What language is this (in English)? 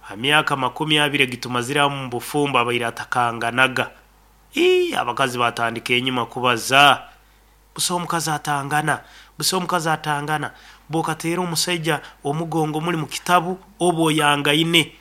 Nyoro